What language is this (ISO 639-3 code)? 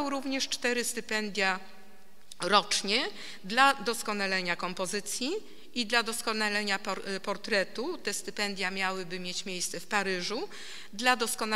pol